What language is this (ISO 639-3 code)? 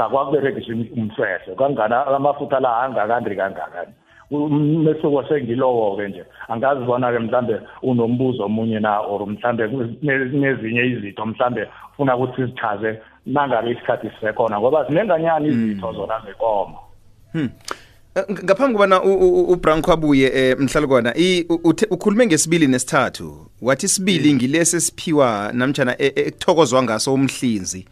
nbl